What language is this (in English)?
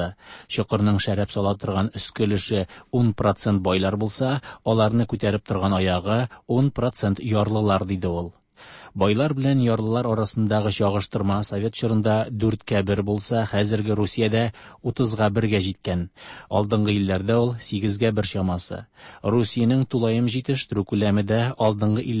Tatar